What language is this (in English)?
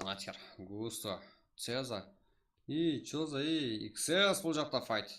Kara-Kalpak